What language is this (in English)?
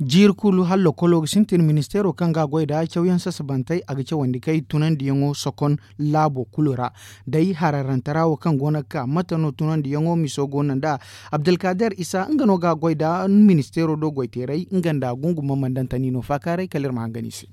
Zarma